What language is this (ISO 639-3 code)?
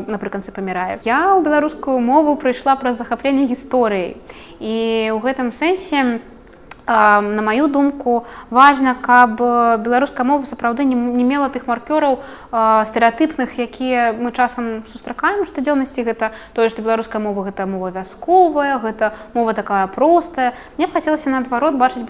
bel